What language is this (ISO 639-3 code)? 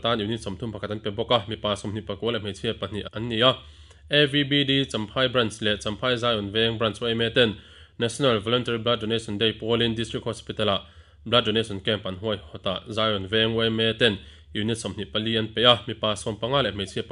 lus